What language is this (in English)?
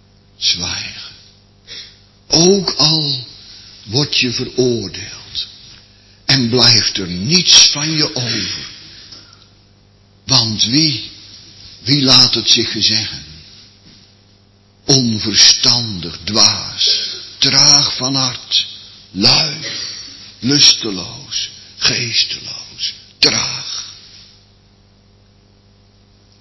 Dutch